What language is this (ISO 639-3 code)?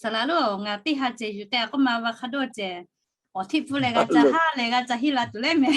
lhu